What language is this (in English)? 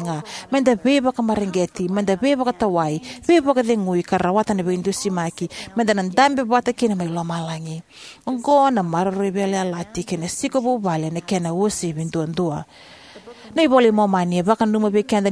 Fijian